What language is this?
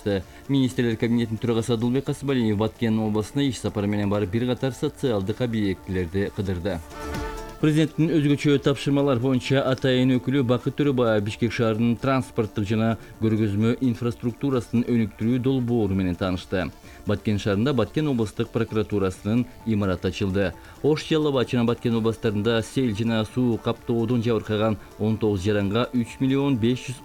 Kyrgyz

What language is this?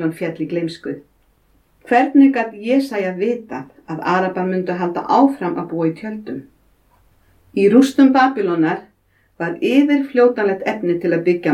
Icelandic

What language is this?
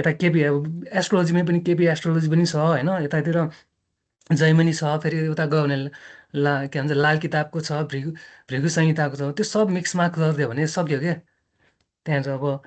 Nepali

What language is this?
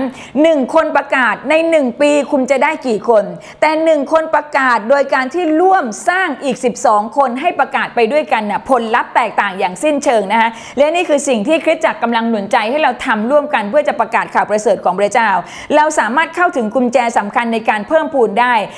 Thai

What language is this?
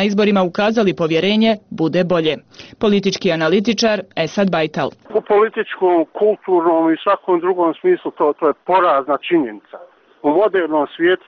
Bosnian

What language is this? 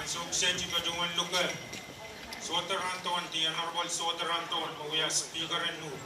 Pohnpeian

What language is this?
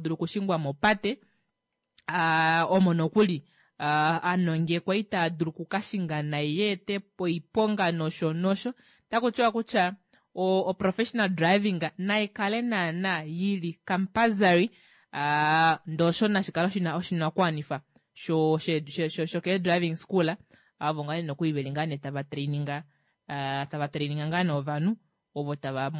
Kuanyama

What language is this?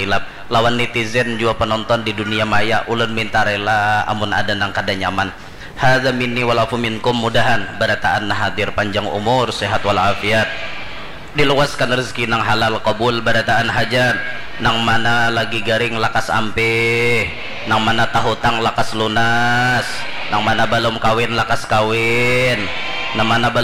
Banjar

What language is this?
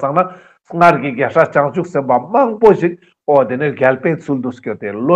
Ladakhi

